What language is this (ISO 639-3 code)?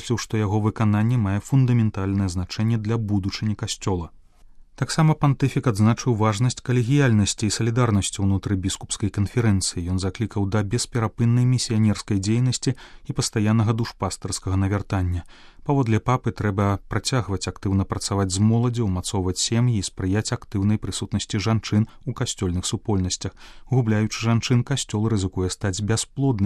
bel